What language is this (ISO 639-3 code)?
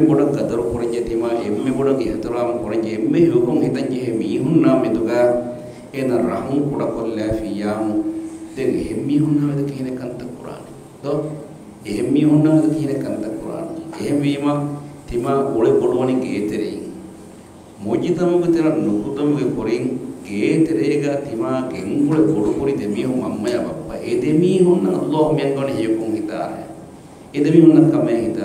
div